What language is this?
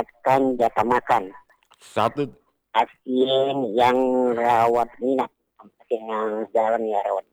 Indonesian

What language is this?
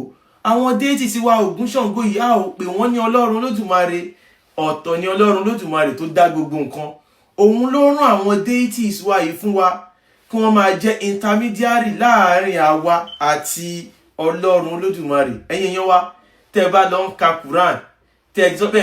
Yoruba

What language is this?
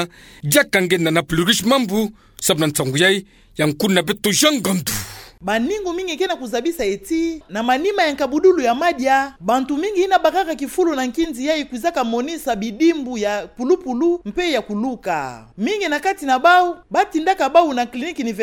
Kituba (Democratic Republic of Congo)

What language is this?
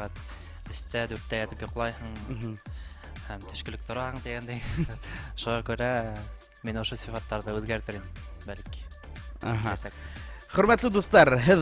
Bashkir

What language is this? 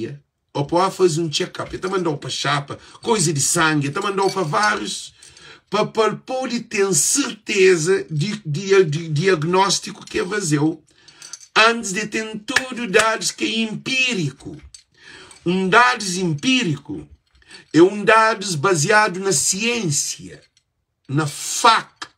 Kabuverdianu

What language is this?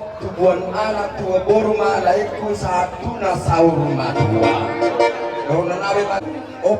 Batak Toba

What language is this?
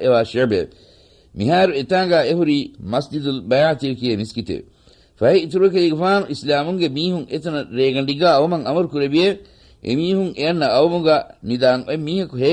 Divehi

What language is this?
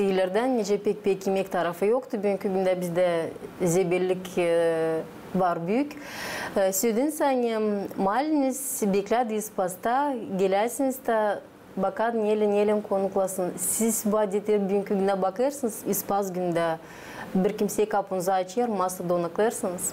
Gagauz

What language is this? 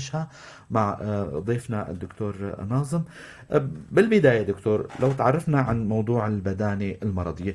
North Levantine Arabic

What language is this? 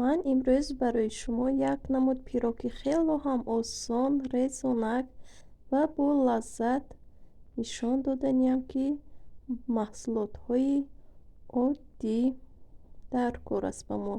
Tajik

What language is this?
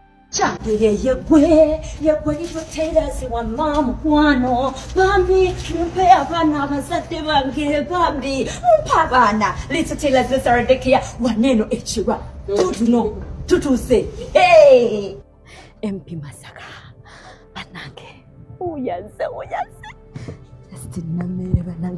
Ganda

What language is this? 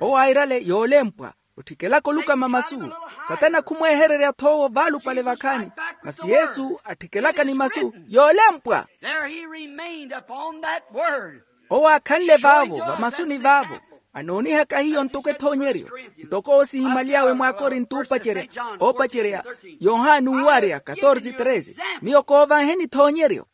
Makhuwa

